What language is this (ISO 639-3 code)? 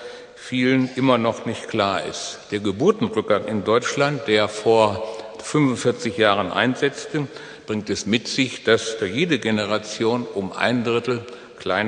deu